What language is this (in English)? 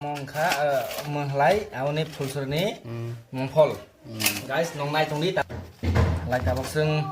Kok Borok